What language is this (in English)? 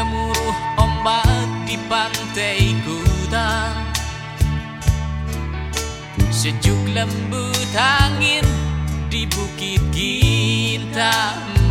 Indonesian